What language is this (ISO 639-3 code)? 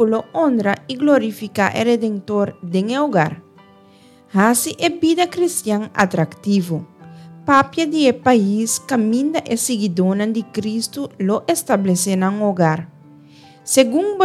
pap